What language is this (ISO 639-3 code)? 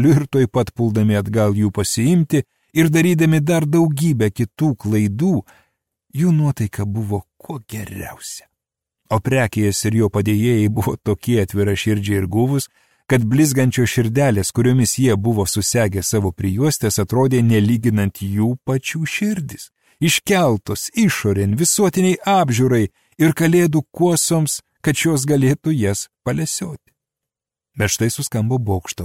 lit